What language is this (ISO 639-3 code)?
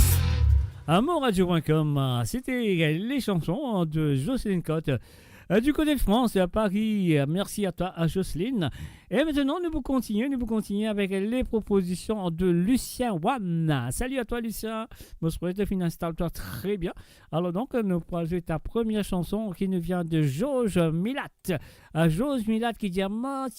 mfe